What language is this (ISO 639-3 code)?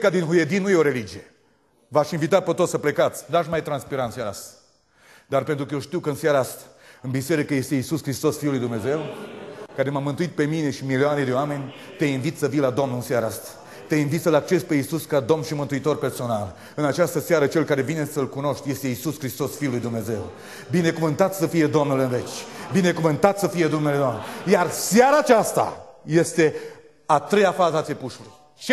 ron